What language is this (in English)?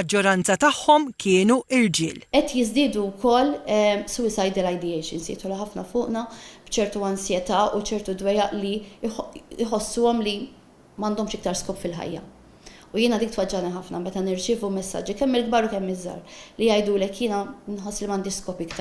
Maltese